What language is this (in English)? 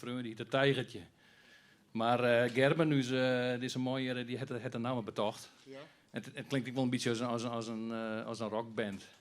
Western Frisian